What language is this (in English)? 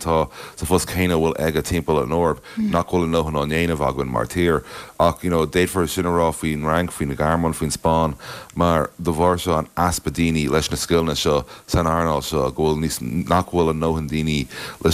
Irish